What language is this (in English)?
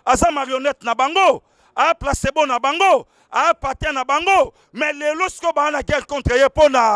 Lingala